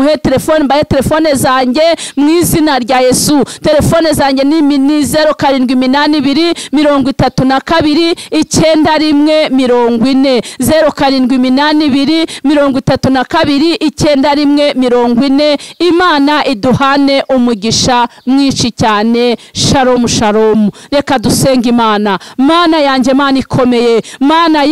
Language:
Kinyarwanda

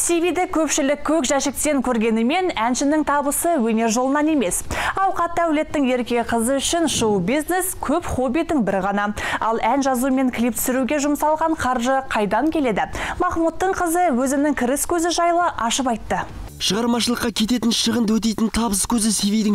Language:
Kazakh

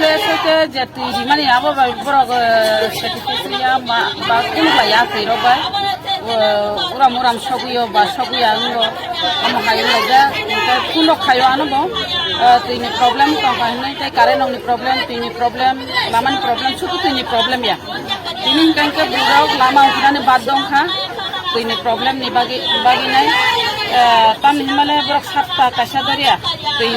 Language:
Kok Borok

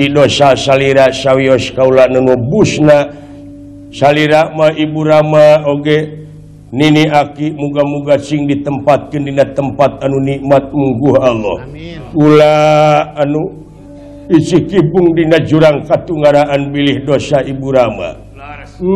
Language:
Sundanese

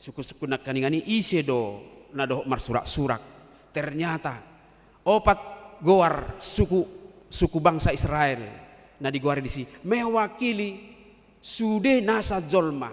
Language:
Batak Toba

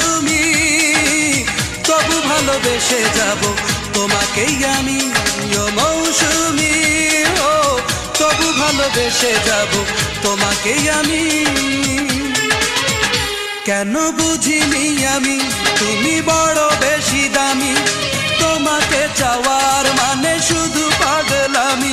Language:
Bangla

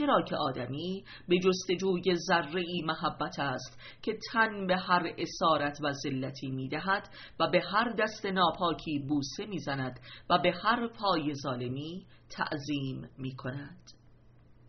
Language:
Persian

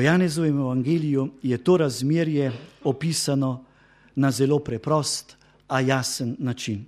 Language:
Slovenian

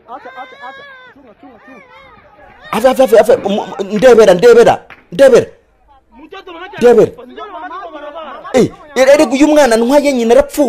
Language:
Kinyarwanda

